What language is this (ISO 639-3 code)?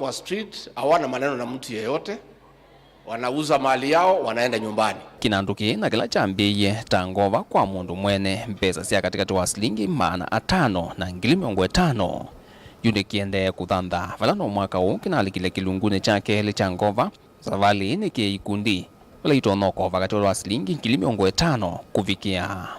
kam